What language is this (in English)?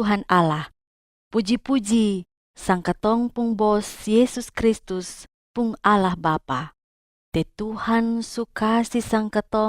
Kupang Malay